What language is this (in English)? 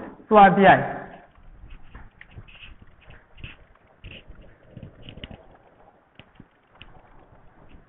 Gujarati